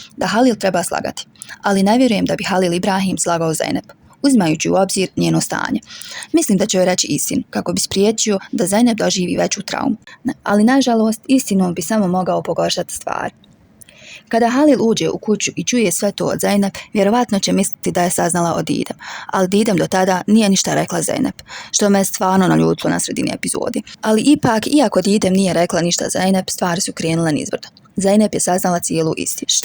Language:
Bosnian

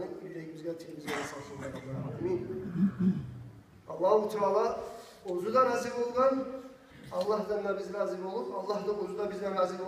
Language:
Kumyk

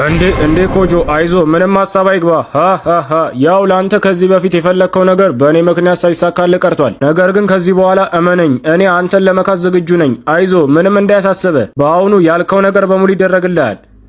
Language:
Amharic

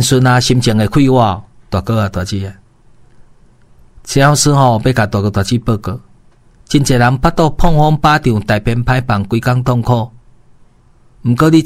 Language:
Min Nan Chinese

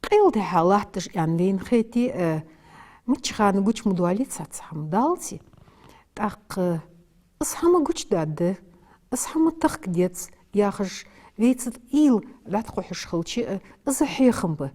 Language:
Ingush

